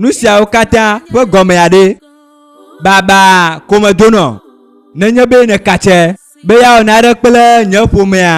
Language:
Ewe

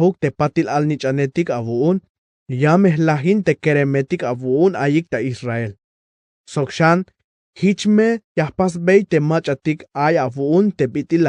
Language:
Tzeltal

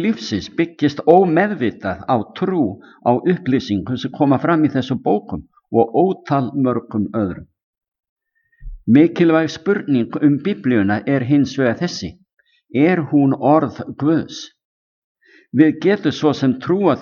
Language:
Icelandic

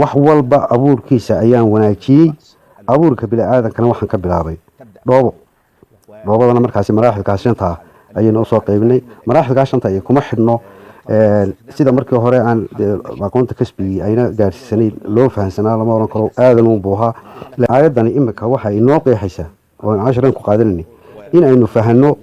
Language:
Somali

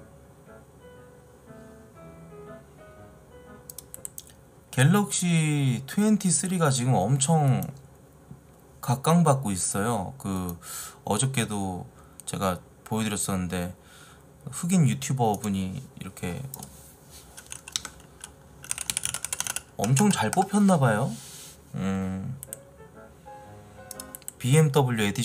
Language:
Korean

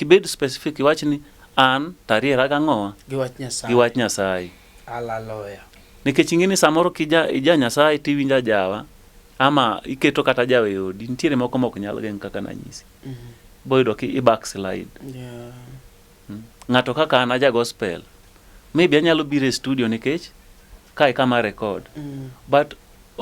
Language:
Luo (Kenya and Tanzania)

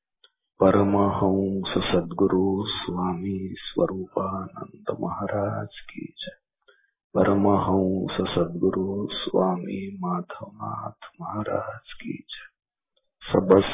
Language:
Marathi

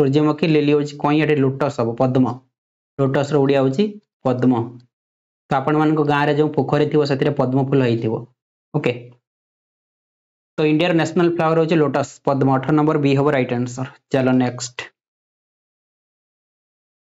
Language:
Odia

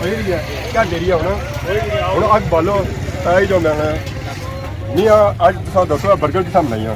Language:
Pahari-Potwari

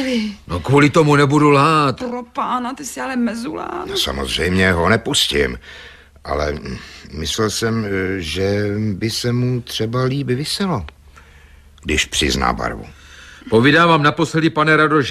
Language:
Czech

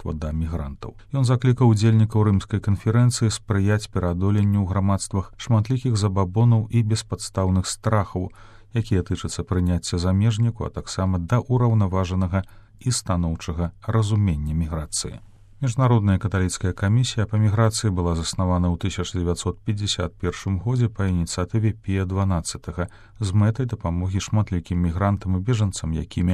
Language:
Belarusian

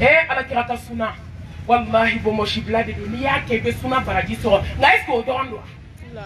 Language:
Bambara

